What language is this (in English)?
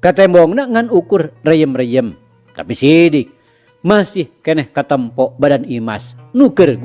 Sundanese